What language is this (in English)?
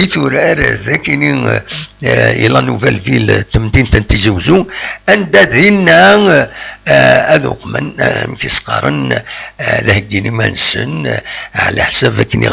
Kabyle